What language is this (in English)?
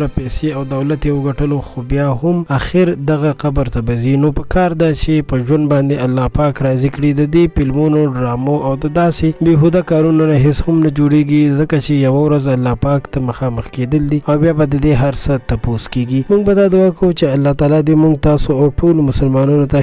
Pashto